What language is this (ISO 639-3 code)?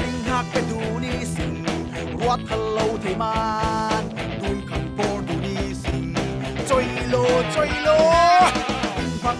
cfm